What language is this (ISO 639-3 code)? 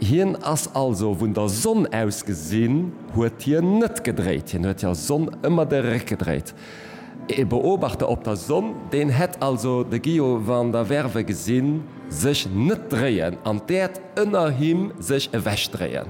ltz